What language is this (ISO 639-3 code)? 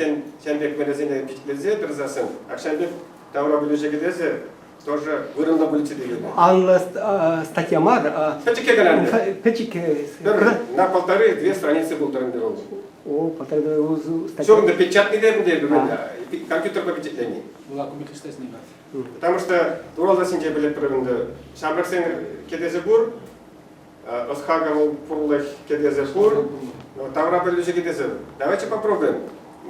chv